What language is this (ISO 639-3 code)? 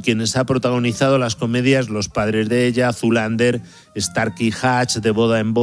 spa